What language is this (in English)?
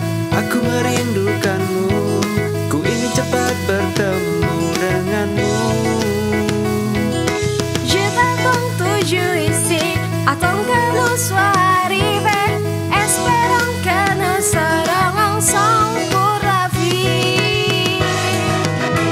Indonesian